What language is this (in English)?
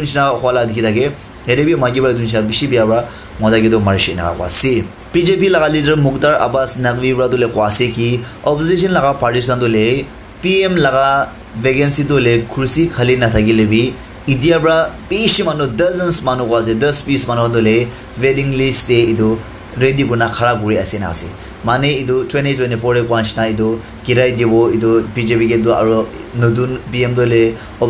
Naga Pidgin